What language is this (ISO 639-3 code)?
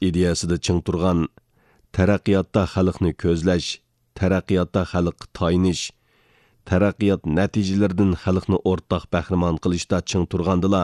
uig